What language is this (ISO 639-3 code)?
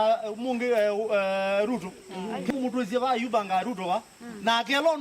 kam